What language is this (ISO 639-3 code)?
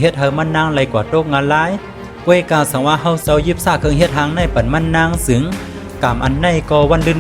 shn